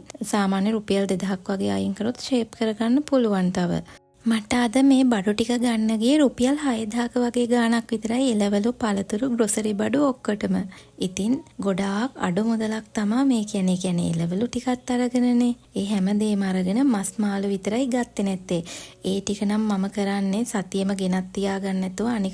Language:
Sinhala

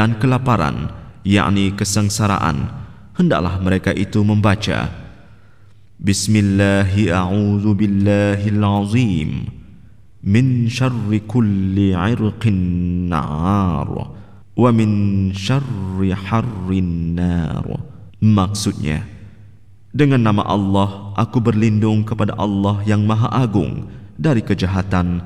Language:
Malay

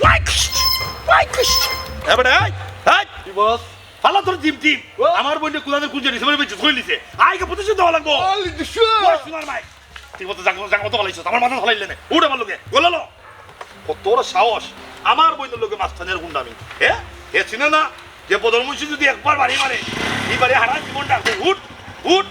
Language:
Sylheti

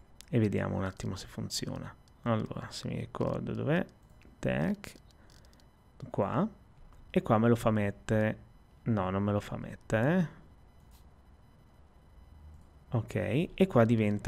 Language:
Italian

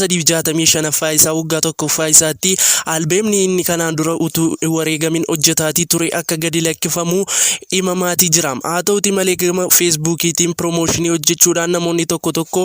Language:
Oromo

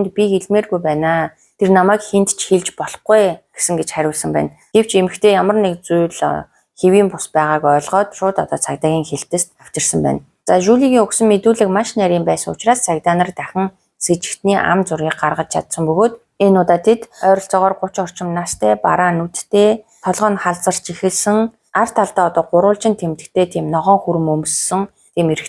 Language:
Mongolian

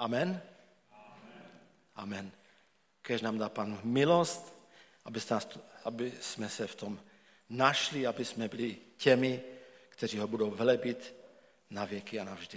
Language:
Czech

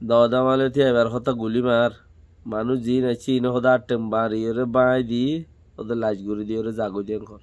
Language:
Rohingya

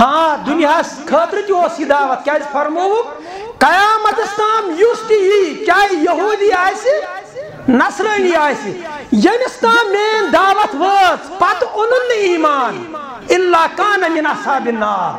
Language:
Kashmiri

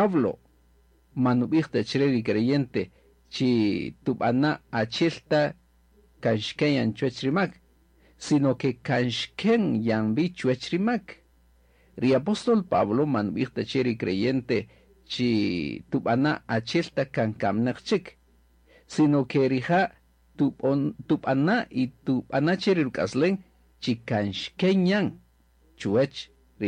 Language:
Kaqchikel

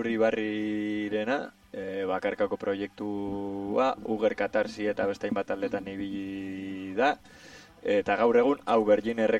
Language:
Basque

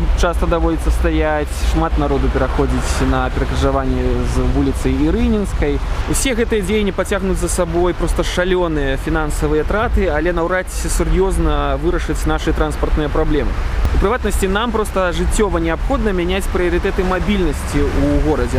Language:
Belarusian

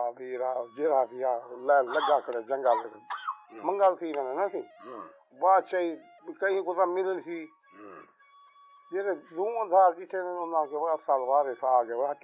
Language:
Saraiki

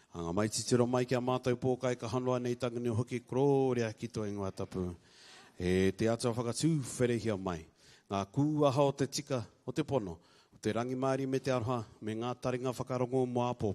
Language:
Māori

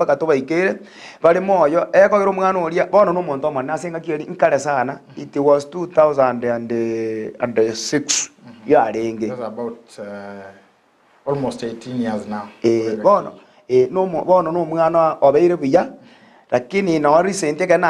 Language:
Gusii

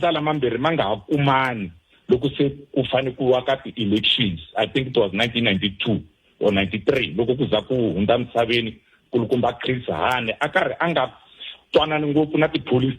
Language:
Tsonga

